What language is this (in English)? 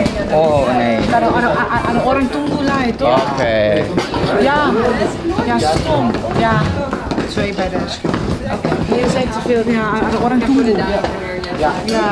Ambonese Malay